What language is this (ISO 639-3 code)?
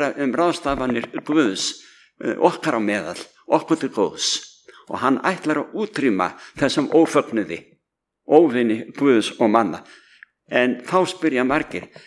isl